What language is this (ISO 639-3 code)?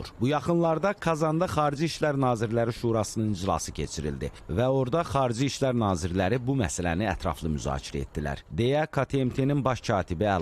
aze